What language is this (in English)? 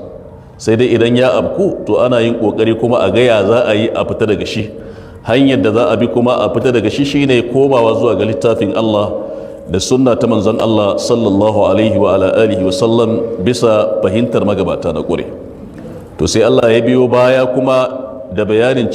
Hausa